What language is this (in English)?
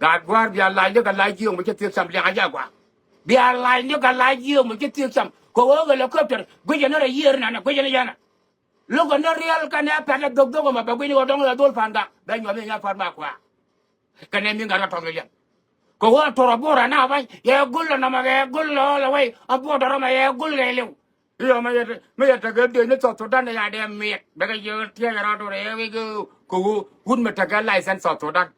Nuer